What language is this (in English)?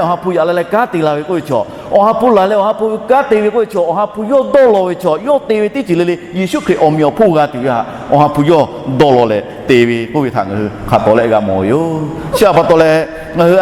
Lahu